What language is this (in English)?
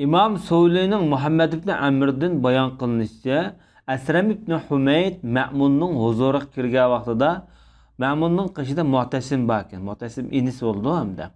Uyghur